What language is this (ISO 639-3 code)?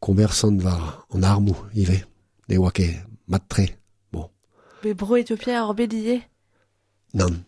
bre